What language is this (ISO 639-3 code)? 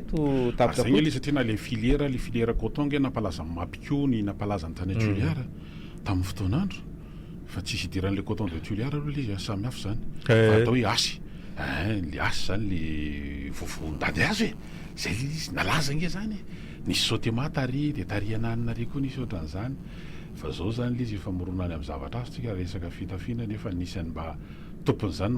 mlg